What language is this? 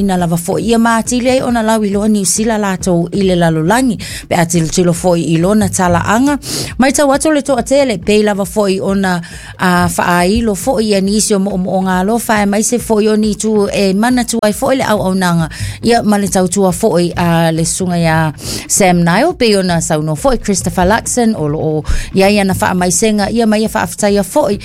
Samoan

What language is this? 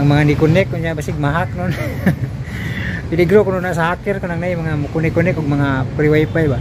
Cebuano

